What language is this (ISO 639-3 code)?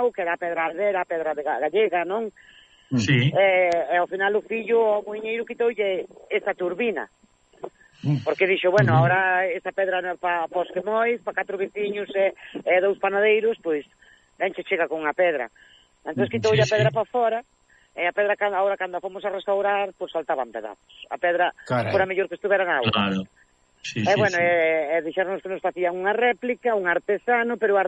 glg